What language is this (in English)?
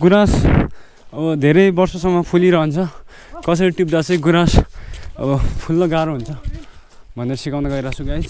Nepali